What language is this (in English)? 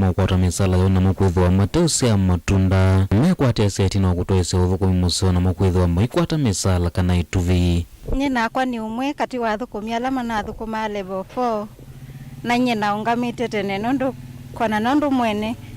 Kamba